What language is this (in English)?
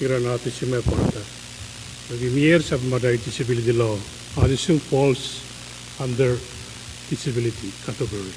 Pohnpeian